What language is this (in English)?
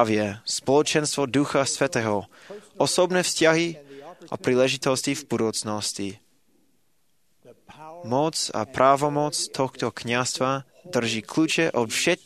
Slovak